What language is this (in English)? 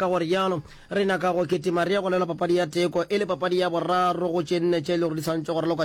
Northern Sotho